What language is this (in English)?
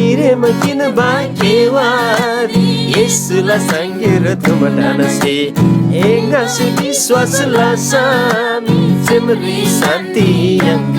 Eastern Tamang